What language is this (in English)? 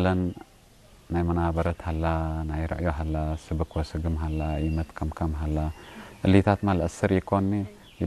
Tigre